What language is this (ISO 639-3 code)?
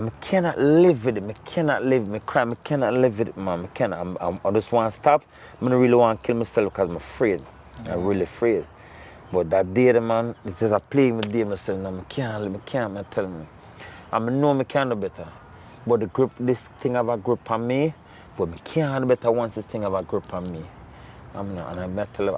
jam